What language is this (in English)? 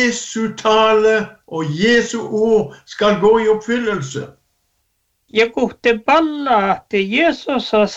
Norwegian